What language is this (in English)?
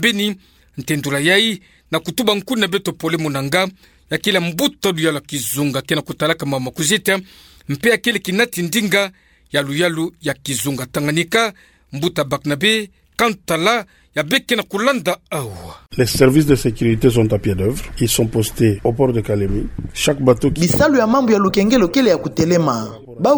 Kituba (Democratic Republic of Congo)